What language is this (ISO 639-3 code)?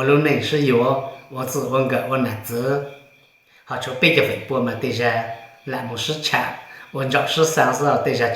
hmn